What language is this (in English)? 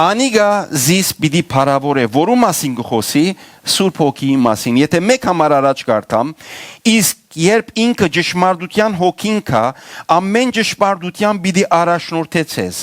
Western Armenian